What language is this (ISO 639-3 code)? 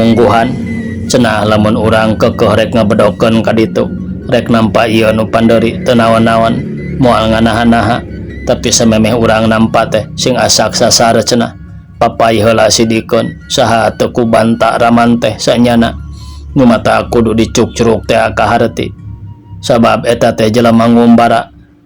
sun